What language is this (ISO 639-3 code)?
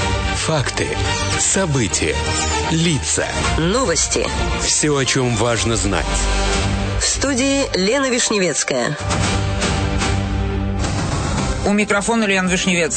rus